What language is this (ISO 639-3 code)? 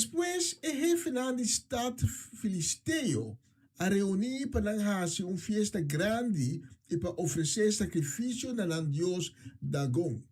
pap